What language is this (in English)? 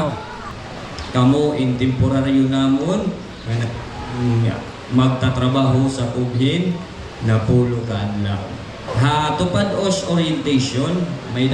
Waray